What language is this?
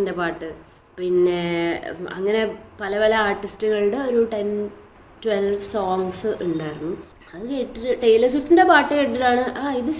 Malayalam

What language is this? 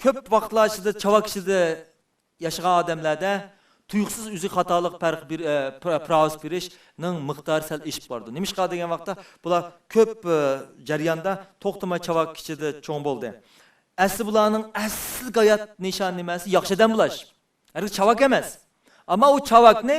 Uyghur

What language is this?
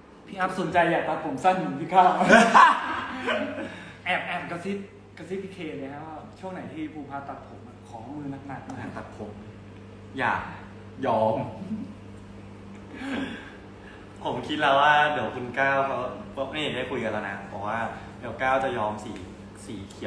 Thai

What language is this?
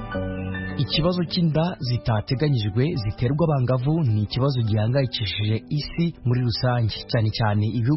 Kinyarwanda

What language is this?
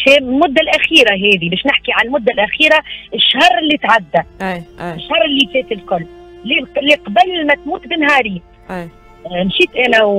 Tunisian Arabic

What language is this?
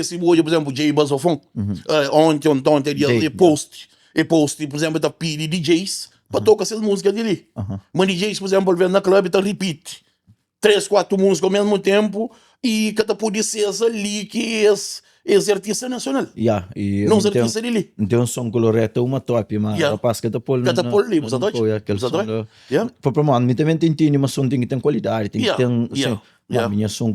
Kabuverdianu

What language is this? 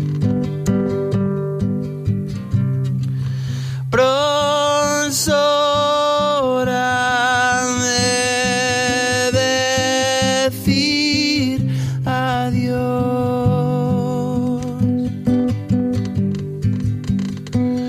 Spanish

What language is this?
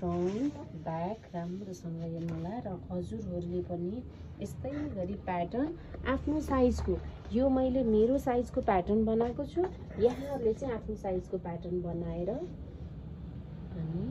Nepali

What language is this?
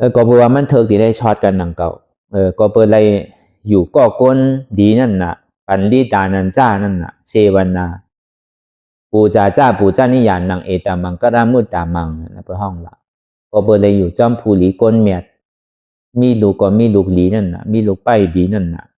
Shan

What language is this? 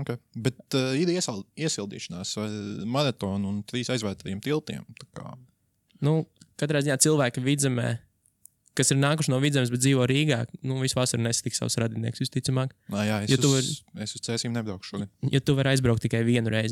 Latvian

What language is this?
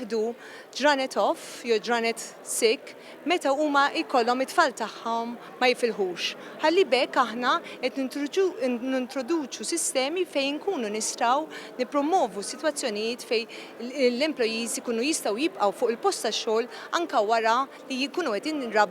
Maltese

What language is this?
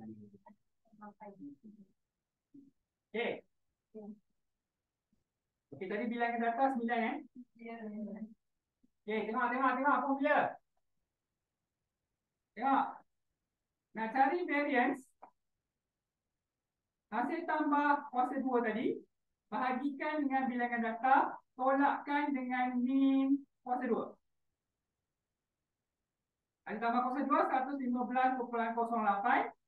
Malay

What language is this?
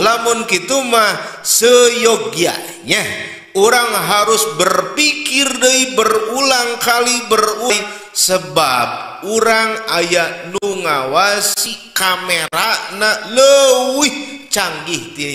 Sundanese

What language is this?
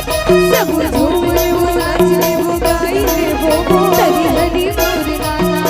Chhattisgarhi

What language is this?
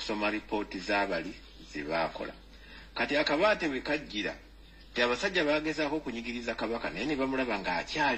Ganda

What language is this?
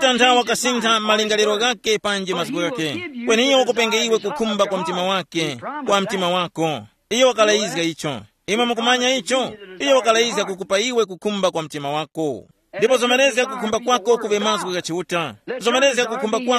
Tumbuka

